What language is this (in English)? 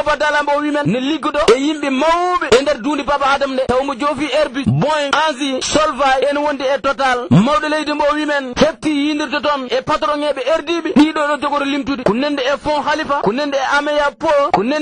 Fula